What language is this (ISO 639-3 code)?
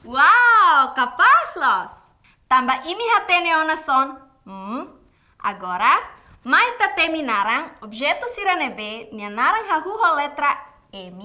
tet